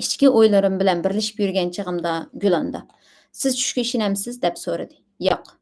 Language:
Uyghur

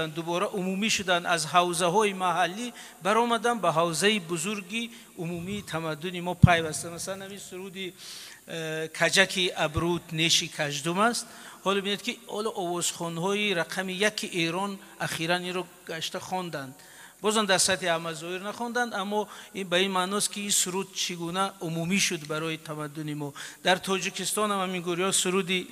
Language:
Tajik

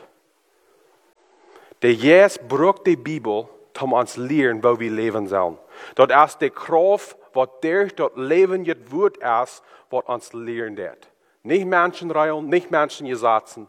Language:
German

